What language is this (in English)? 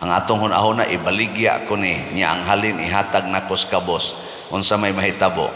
Cebuano